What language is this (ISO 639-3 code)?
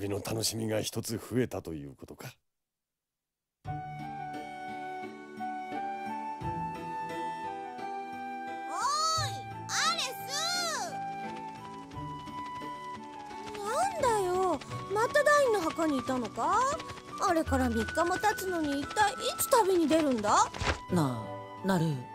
jpn